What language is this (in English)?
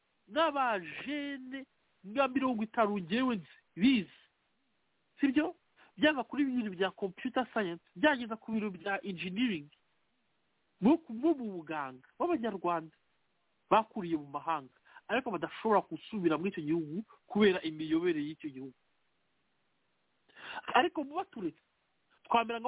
Kinyarwanda